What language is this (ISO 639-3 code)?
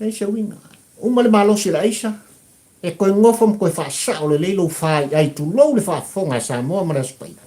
smo